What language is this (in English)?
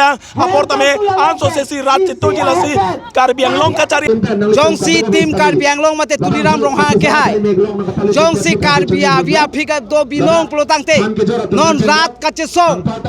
Karbi